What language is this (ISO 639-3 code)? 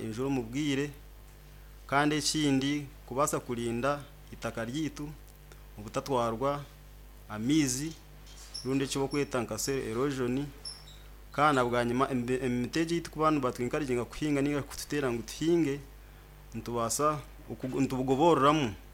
nyn